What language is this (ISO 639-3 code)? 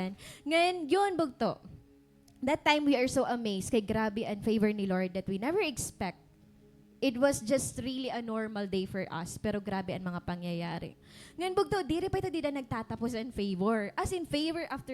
war